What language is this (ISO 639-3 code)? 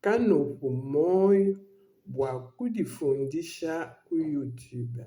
lua